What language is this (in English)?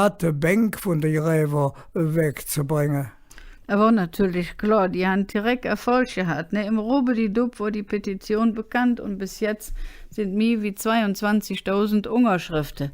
Colognian